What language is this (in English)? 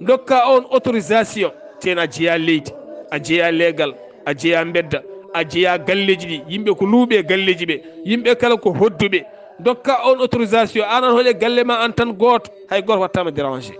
Fula